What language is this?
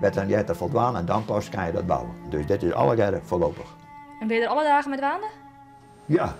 Western Frisian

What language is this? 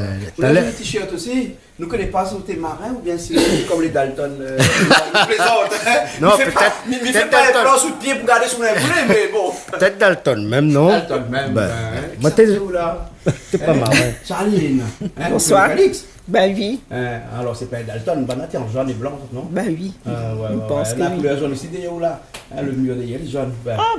Réunion Creole French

